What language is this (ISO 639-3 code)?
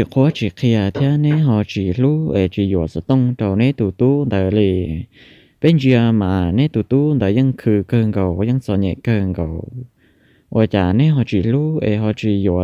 hmn